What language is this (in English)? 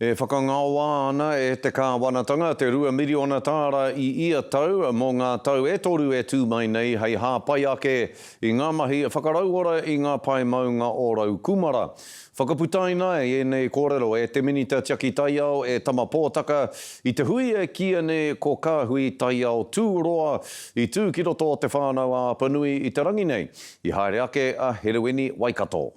Māori